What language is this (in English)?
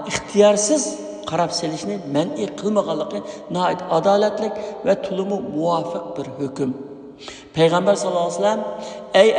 Uyghur